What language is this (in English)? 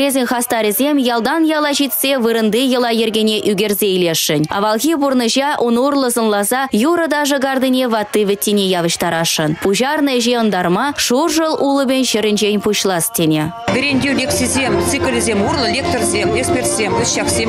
Chuvash